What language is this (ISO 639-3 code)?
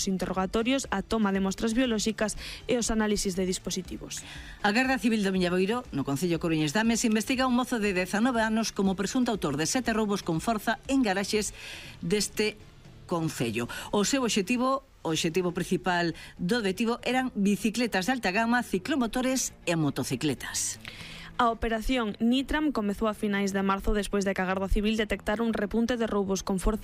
glg